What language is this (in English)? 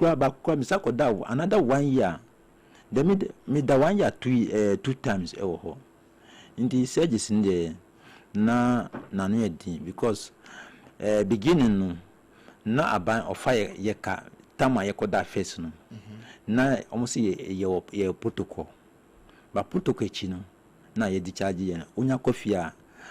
Akan